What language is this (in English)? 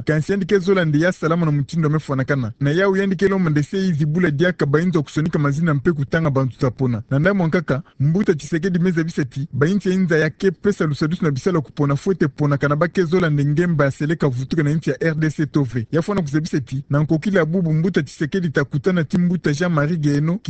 Kituba (Democratic Republic of Congo)